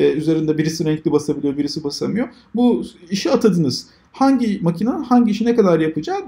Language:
Turkish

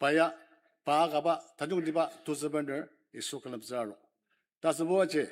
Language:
Ao Naga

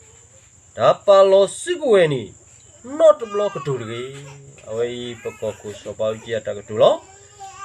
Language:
S'gaw Karen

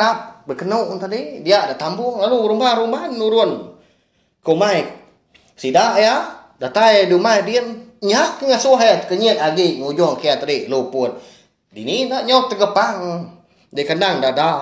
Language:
Iban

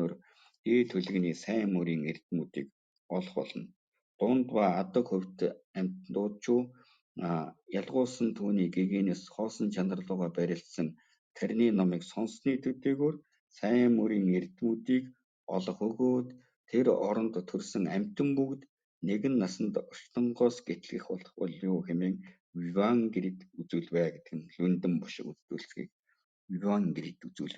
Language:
Mongolian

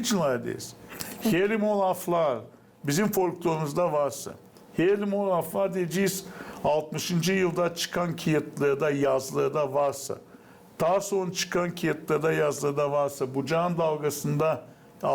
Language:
Gagauz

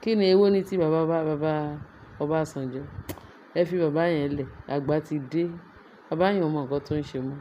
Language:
Yoruba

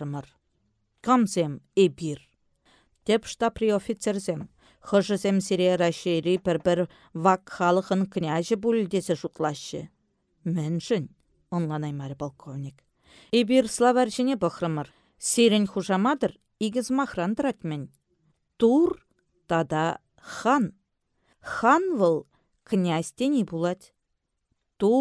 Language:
Chuvash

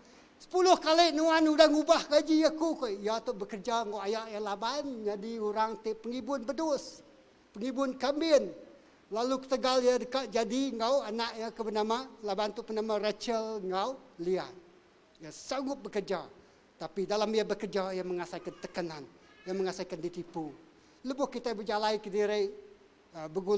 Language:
Iban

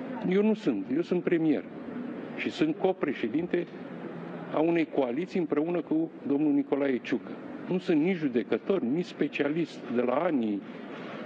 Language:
Romanian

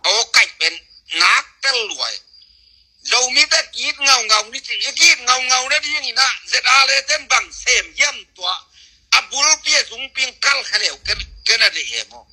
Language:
Tedim Chin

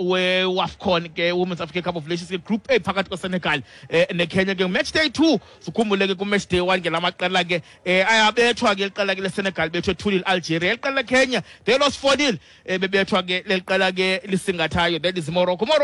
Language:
Xhosa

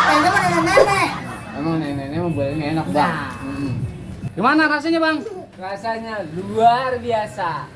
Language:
Betawi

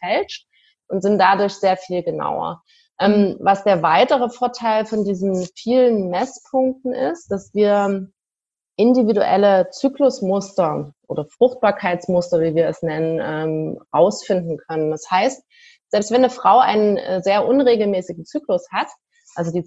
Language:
German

